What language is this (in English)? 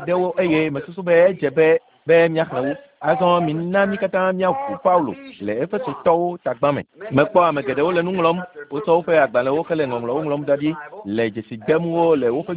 Ewe